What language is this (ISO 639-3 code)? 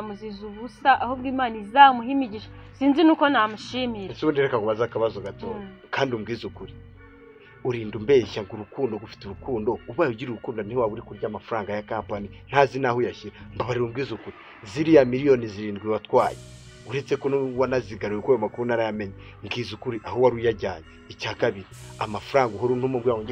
kin